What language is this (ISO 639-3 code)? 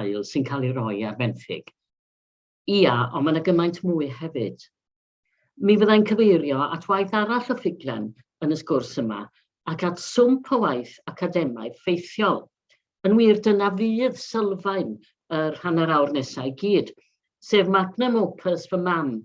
cym